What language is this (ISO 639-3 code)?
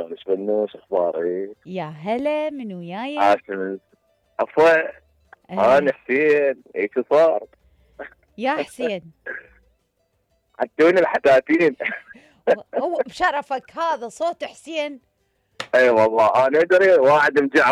acm